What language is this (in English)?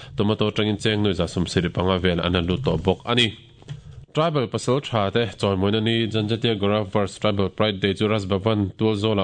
Mizo